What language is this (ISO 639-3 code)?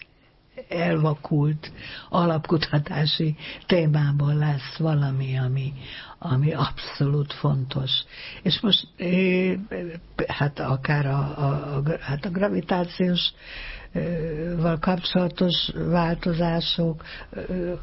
hun